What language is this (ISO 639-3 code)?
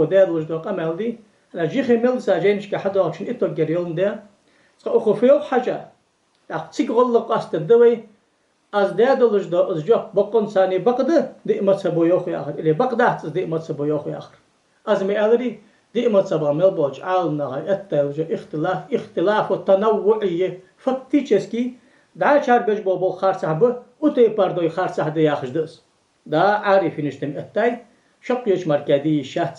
inh